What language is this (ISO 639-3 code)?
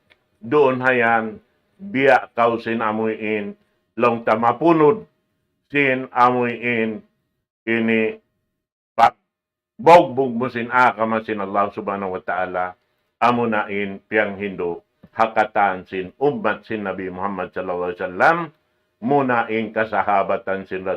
tsg